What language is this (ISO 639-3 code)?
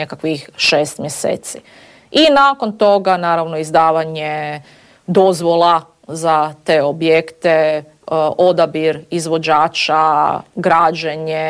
hrv